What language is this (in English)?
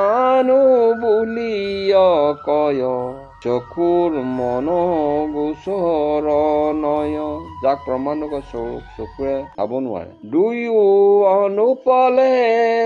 Assamese